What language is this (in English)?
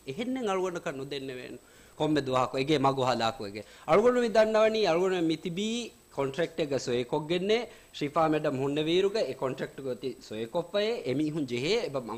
Divehi